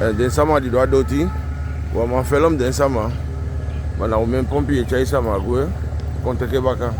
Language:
Eastern Maroon Creole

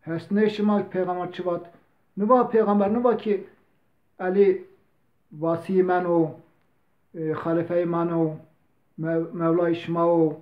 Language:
Zaza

